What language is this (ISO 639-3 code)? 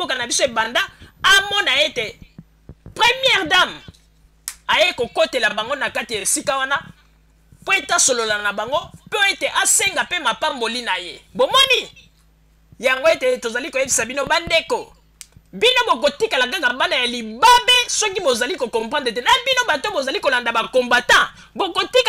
lin